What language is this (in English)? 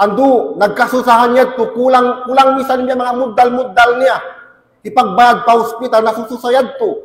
Tausug